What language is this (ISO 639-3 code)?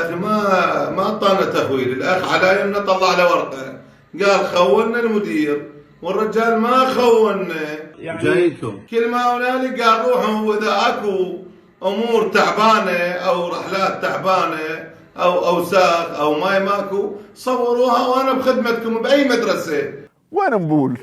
acm